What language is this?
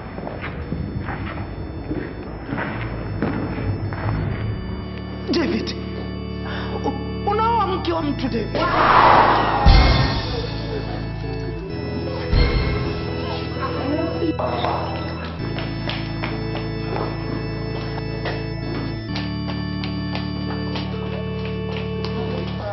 Swahili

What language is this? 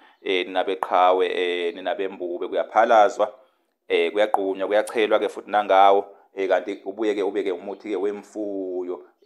Zulu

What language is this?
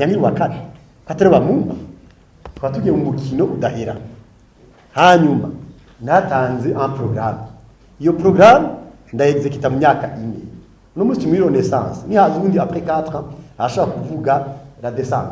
Rundi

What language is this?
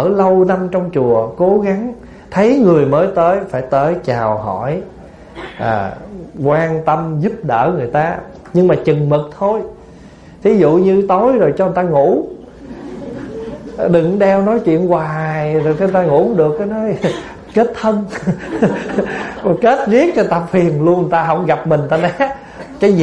Vietnamese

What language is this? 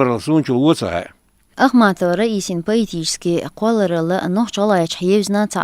Chechen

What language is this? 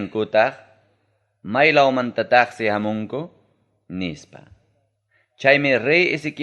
Ayacucho Quechua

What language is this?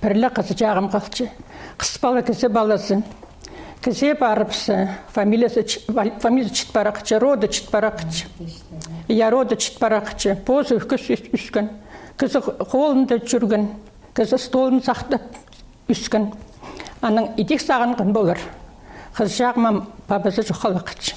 Khakas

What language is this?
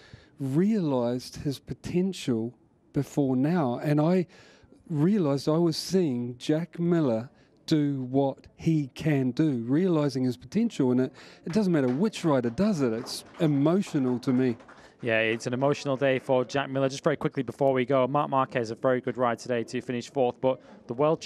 English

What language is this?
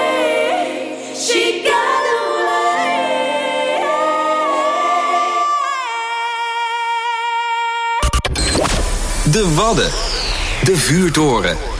Dutch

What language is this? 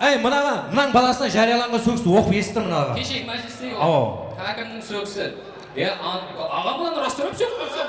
Kara-Kalpak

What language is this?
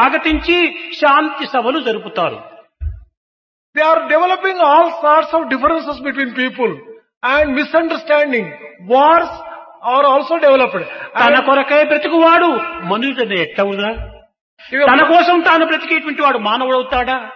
Telugu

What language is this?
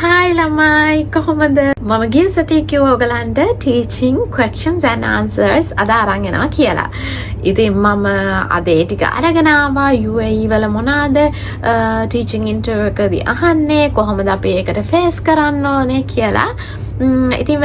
Sinhala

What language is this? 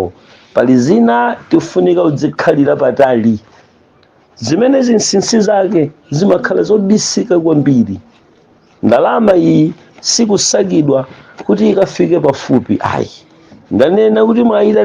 Nyanja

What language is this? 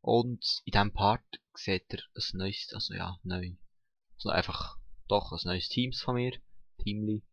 Swiss German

